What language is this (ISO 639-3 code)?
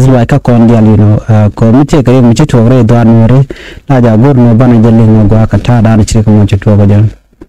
nus